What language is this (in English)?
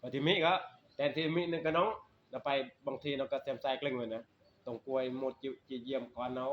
Northeastern Thai